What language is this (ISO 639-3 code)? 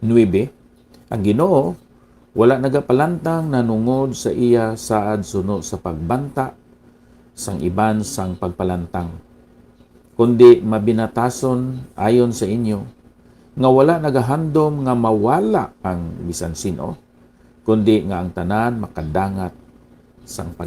hil